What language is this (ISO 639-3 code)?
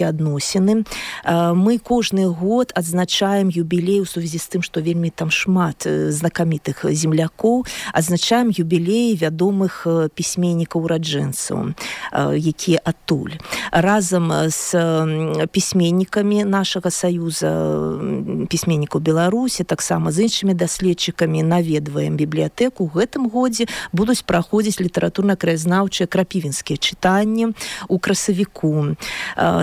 bel